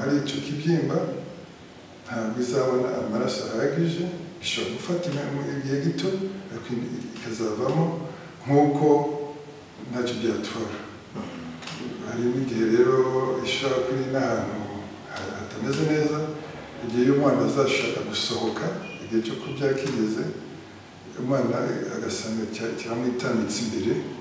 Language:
Kinyarwanda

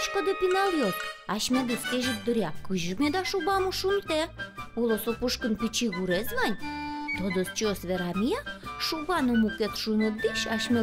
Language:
Udmurt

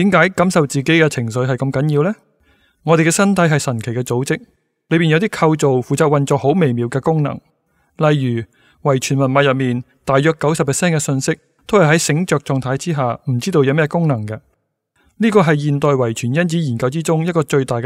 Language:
Cantonese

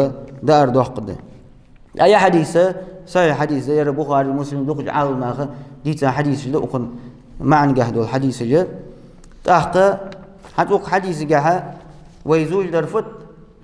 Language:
Ingush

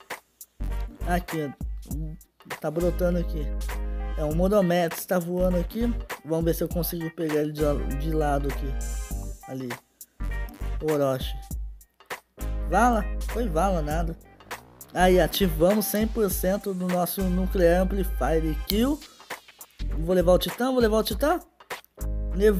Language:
Portuguese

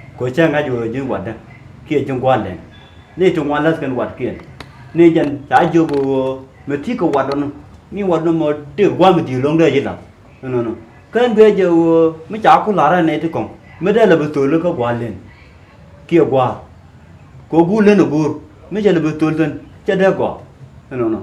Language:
Nuer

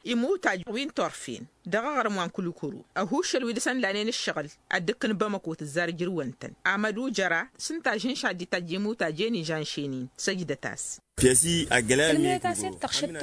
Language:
Tamasheq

